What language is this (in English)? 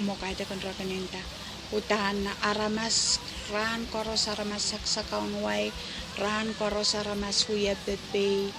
Pohnpeian